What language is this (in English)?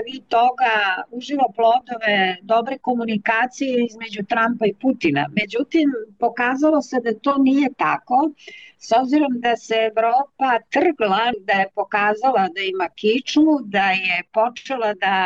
Serbian